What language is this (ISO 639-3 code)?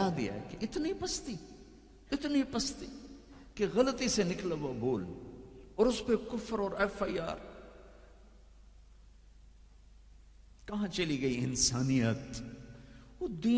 urd